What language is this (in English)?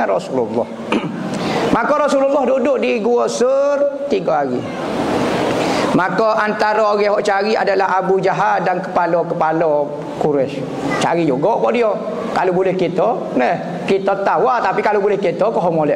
Malay